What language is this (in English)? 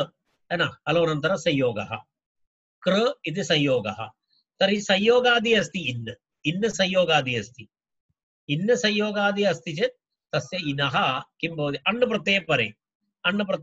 Sanskrit